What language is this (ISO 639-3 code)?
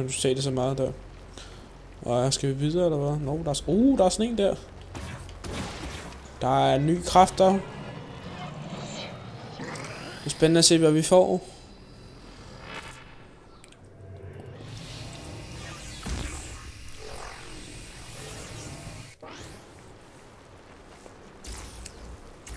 dan